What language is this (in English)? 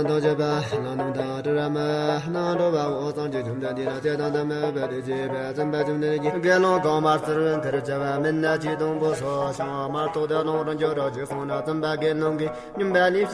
Tibetan